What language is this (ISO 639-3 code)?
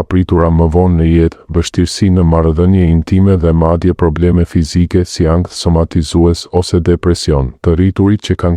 sqi